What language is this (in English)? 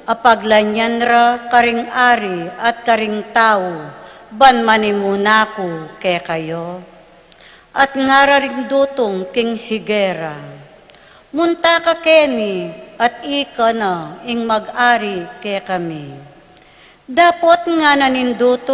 Pampanga